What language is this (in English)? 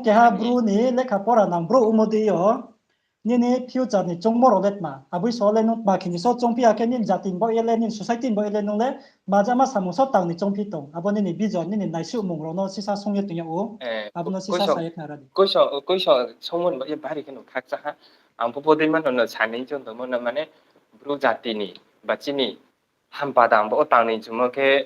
Riang (India)